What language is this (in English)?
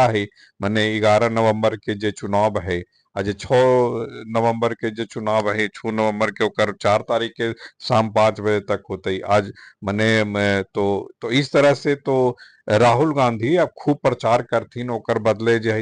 Magahi